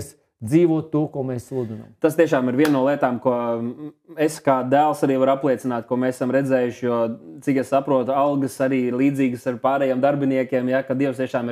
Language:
Latvian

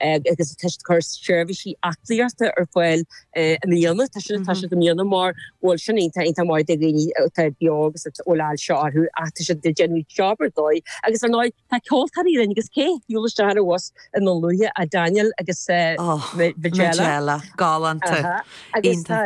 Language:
Irish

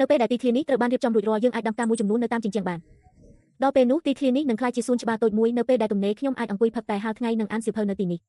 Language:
Khmer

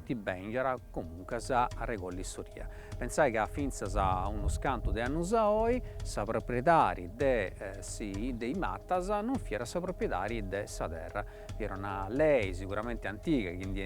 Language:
Sardinian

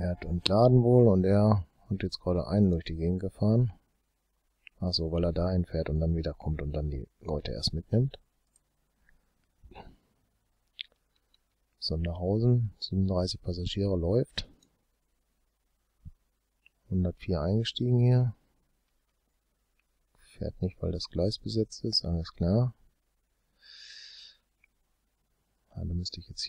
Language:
German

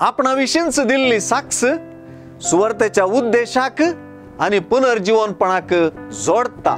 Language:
Konkani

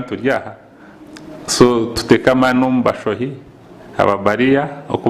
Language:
Nyankole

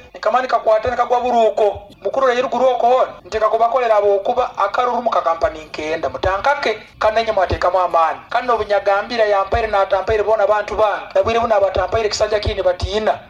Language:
Nyoro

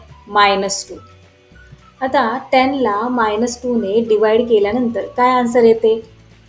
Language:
Marathi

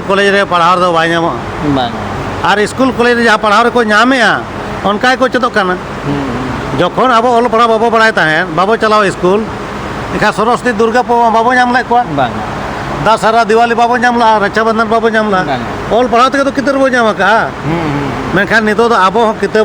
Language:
Santali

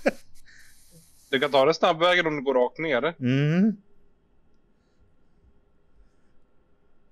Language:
Swedish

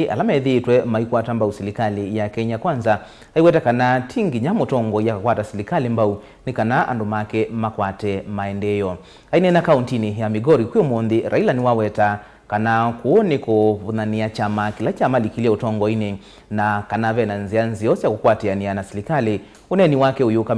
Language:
Kamba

